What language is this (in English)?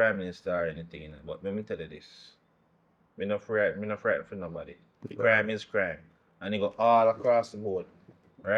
Jamaican Creole English